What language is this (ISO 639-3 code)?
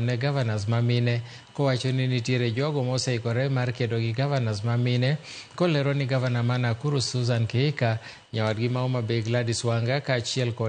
luo